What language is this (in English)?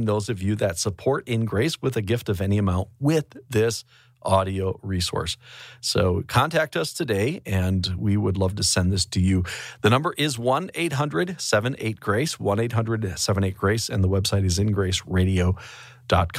English